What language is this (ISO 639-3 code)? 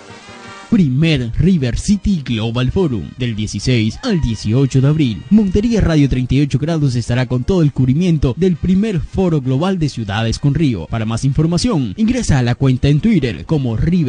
spa